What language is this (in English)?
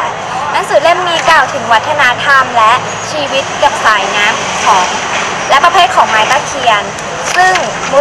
Thai